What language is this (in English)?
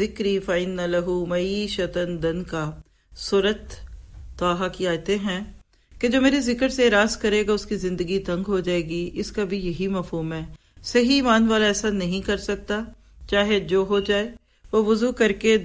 Urdu